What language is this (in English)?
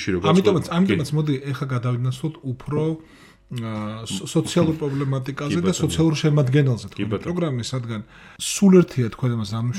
Georgian